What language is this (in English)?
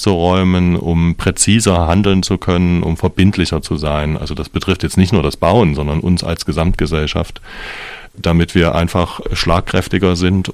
German